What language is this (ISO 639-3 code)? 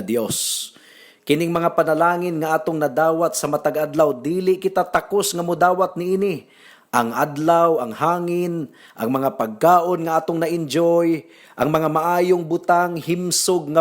ceb